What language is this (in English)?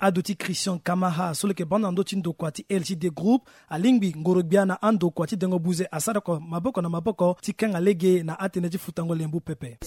Sango